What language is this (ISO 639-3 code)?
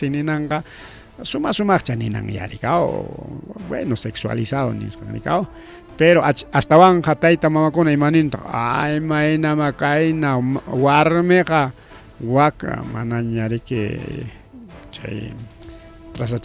quy